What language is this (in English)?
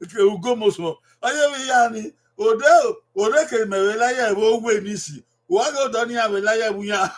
Bini